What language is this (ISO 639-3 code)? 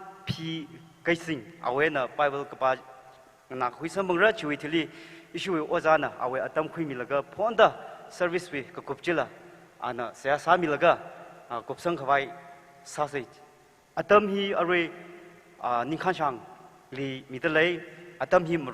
nmf